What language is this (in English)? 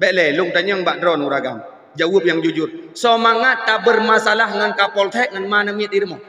Achinese